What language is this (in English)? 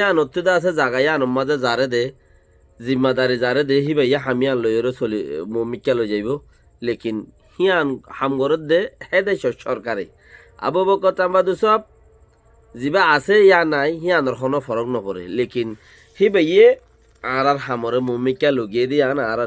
Rohingya